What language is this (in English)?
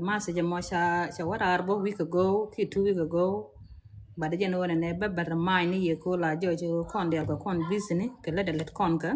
Nuer